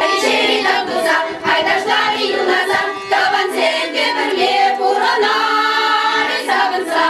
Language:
Chuvash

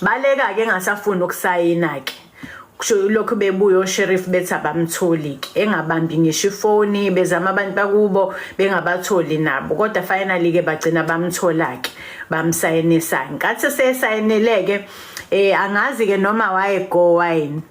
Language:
Zulu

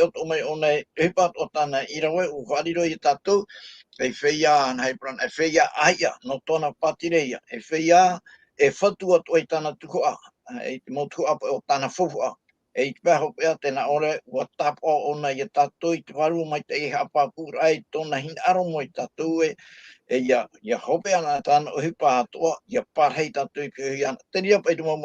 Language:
Tahitian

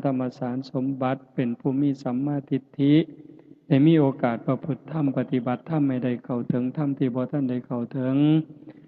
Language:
Northeastern Thai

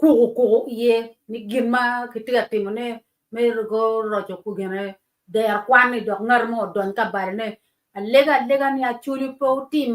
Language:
Acoli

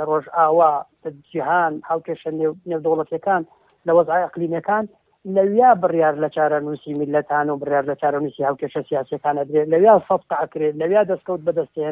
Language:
Central Kurdish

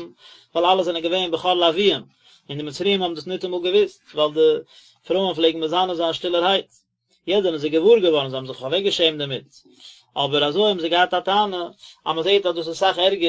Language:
Yiddish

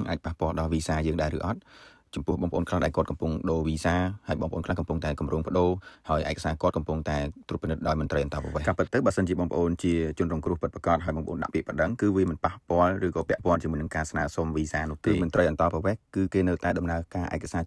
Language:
Khmer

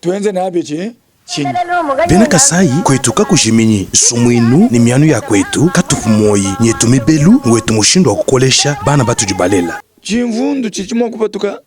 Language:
Luba-Lulua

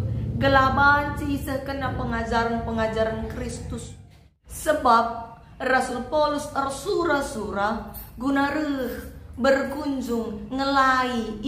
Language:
Batak Karo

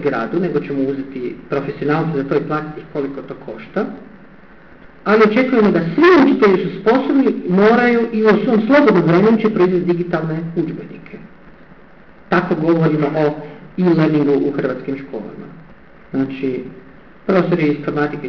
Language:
Croatian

